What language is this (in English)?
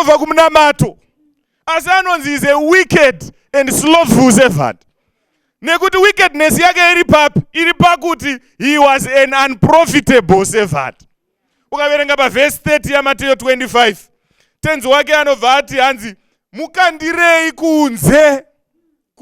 Shona